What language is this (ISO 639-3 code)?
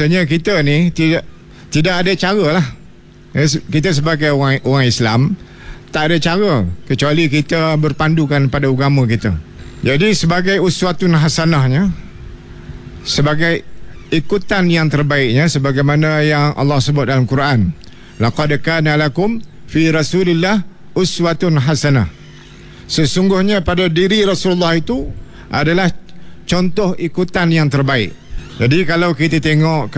msa